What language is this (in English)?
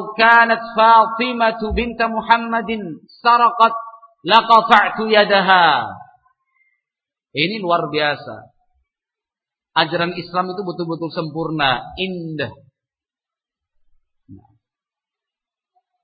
Indonesian